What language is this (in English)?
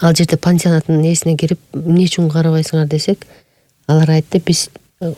Kyrgyz